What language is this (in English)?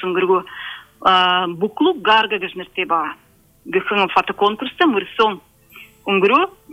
Buriat